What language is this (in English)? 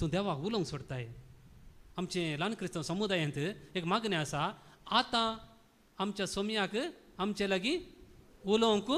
Konkani